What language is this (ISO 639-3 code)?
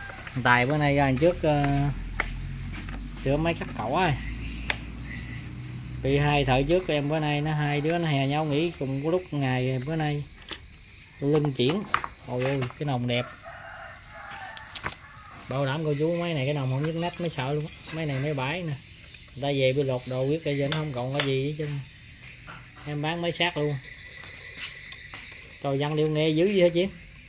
vie